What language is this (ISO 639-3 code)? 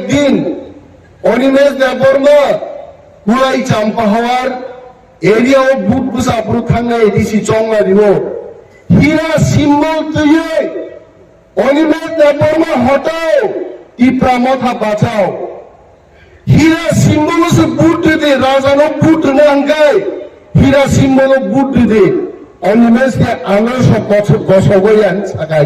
trp